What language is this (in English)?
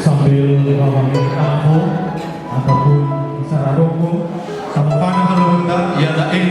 Nias